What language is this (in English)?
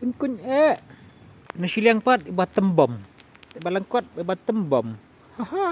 Khasi